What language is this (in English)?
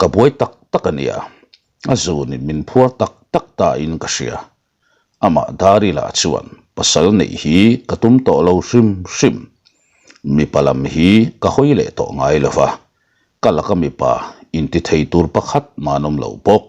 Mizo